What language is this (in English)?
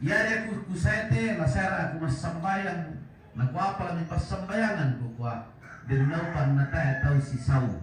Toraja-Sa'dan